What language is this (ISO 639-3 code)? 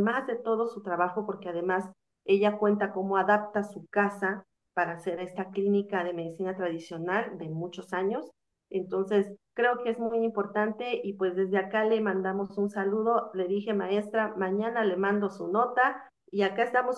spa